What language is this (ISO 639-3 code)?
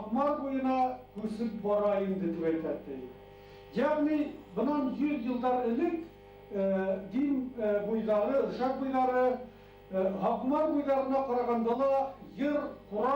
bak